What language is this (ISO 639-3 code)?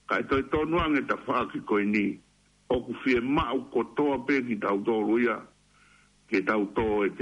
ton